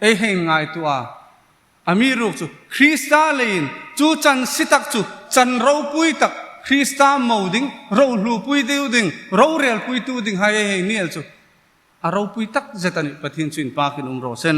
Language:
Hmar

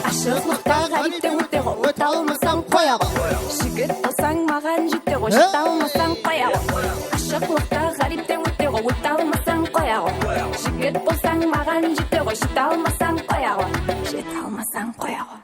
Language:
Kara-Kalpak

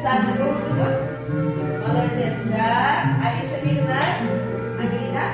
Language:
Yakut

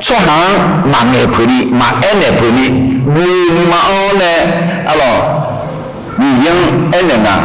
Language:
Akha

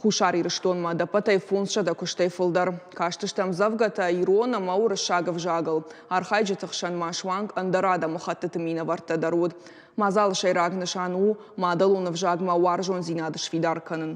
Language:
Ossetic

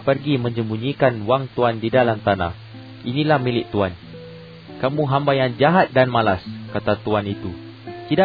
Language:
Malay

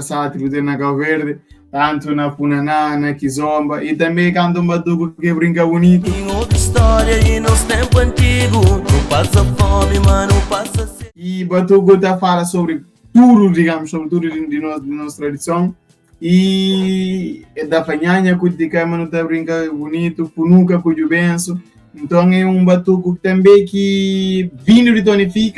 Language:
Kabuverdianu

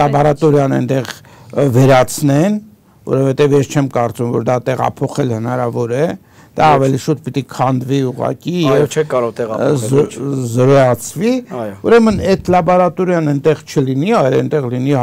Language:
Armenian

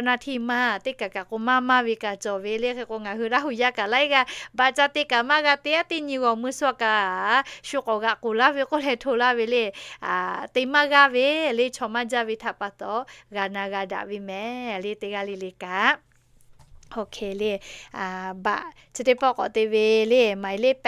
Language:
Lahu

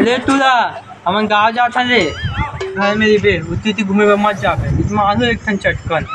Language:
Chhattisgarhi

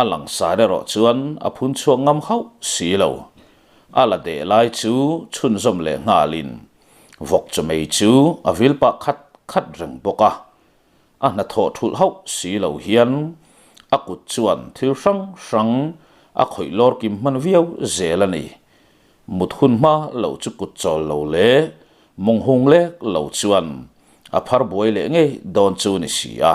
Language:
Mizo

